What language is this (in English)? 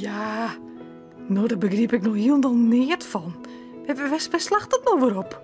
Western Frisian